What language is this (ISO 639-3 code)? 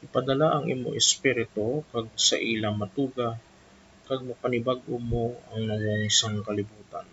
hil